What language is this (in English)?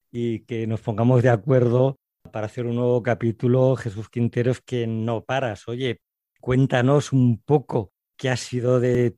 Spanish